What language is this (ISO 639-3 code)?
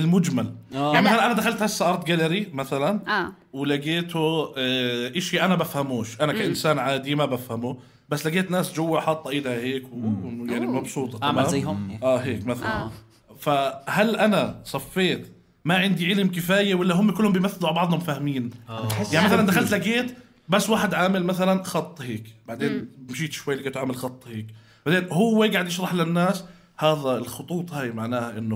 apc